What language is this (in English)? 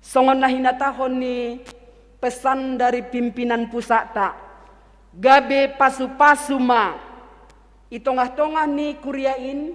Batak Simalungun